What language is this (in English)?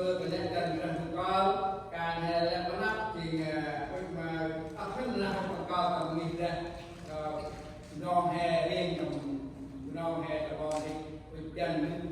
Central Mnong